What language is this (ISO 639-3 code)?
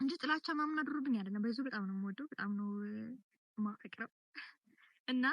amh